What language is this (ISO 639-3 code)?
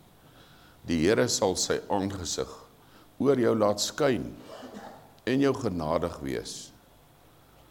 afr